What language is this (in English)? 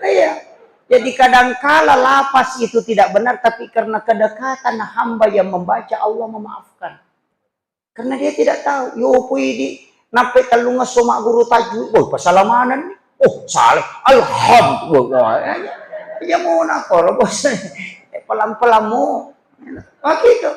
Buginese